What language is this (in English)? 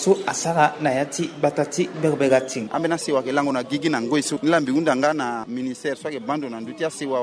Sango